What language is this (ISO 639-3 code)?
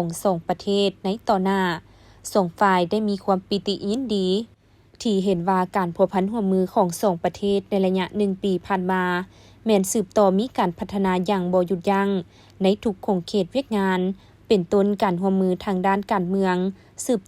lao